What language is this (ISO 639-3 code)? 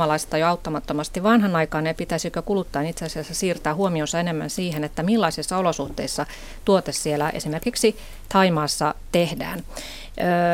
fin